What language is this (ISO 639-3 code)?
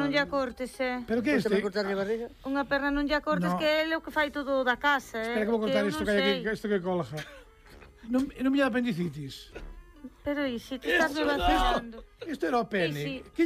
glg